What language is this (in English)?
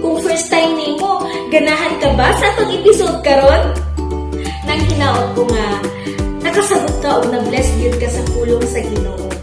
Cebuano